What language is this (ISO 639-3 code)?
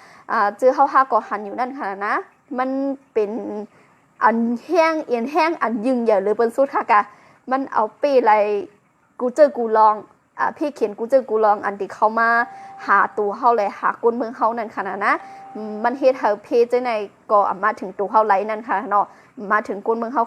shn